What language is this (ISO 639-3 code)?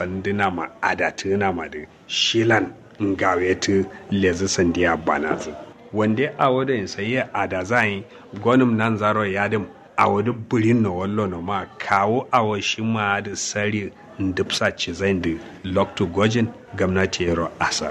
kau